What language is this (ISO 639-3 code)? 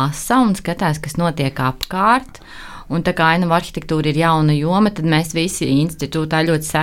lav